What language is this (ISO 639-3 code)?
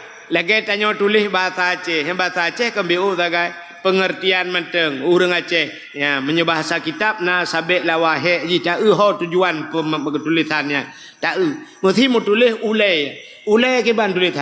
ace